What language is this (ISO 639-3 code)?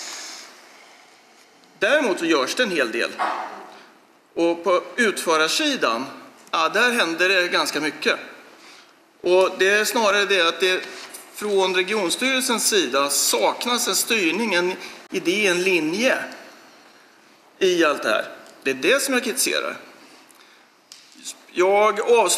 swe